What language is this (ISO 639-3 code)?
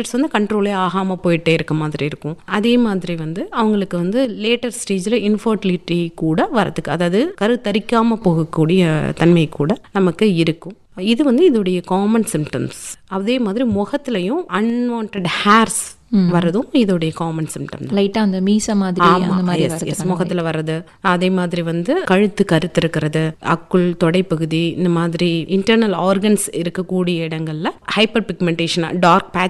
tam